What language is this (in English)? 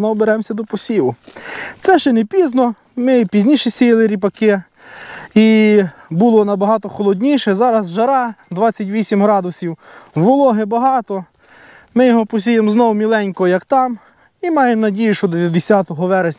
Ukrainian